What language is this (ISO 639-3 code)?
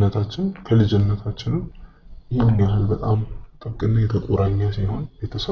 amh